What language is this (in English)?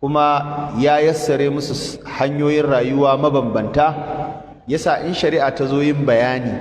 Hausa